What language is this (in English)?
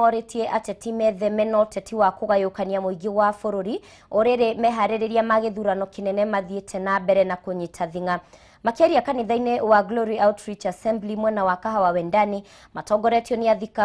Kikuyu